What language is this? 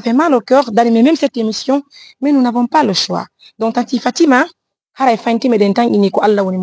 Fula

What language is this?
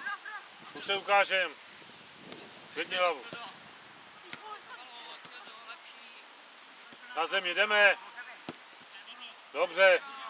Czech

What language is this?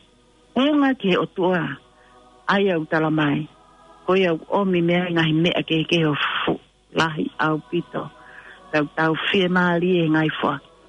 Tongan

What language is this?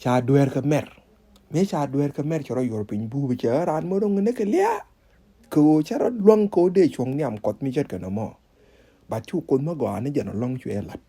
Nuer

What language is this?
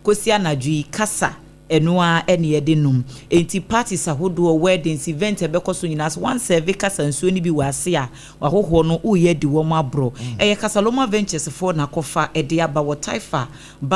Akan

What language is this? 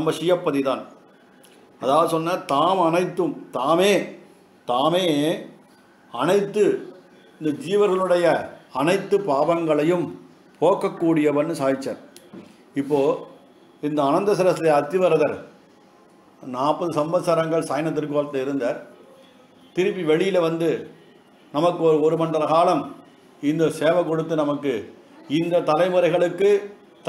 Tamil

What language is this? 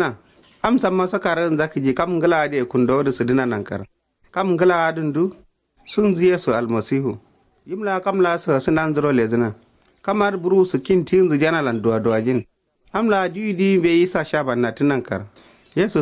Kanuri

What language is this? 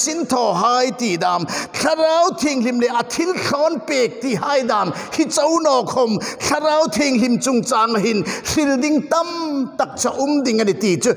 Hmar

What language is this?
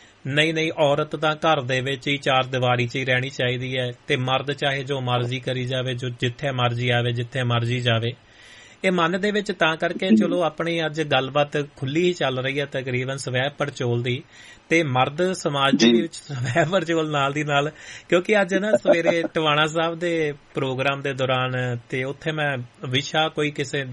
Punjabi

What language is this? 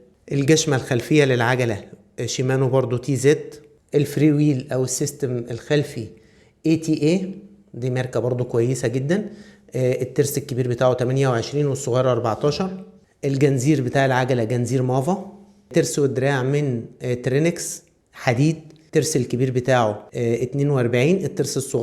Egyptian Arabic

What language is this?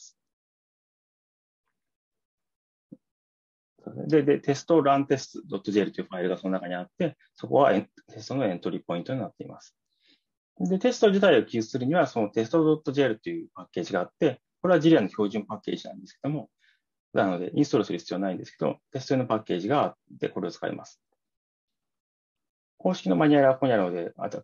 Japanese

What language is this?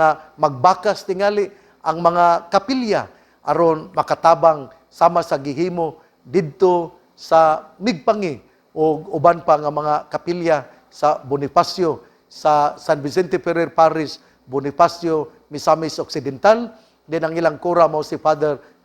Cebuano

